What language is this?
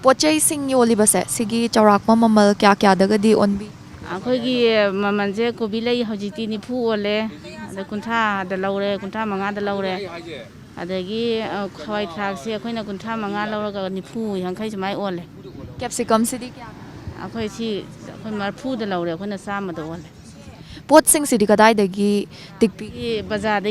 Manipuri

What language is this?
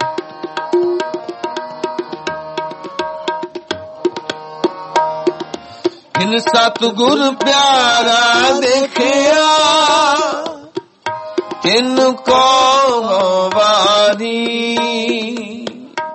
Punjabi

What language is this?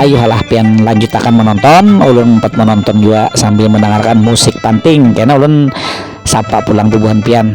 Banjar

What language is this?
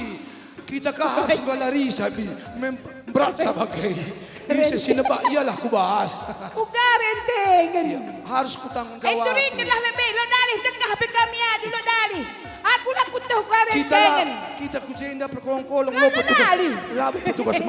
Batak Karo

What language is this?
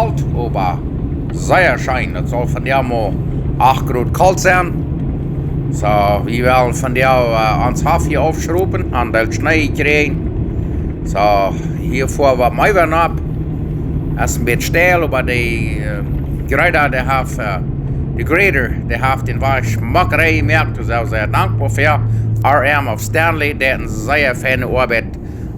Plautdietsch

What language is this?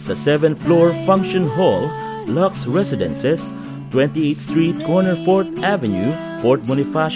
Filipino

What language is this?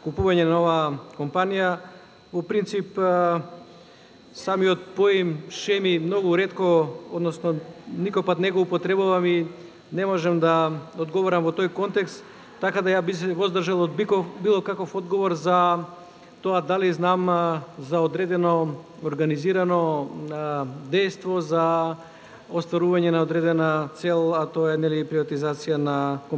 Macedonian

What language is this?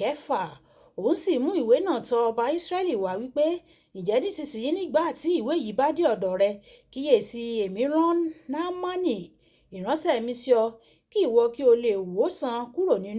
Yoruba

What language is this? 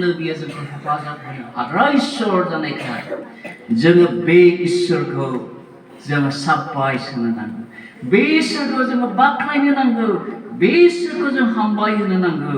Bodo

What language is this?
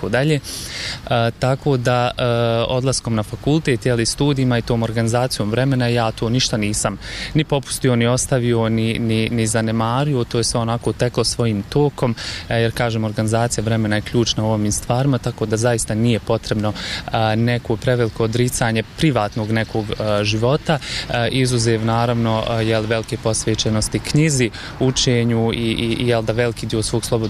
Bosnian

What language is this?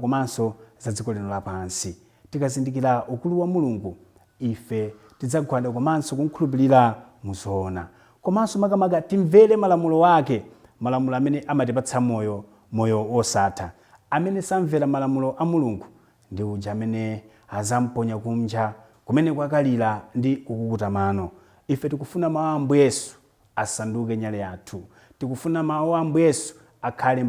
Nyanja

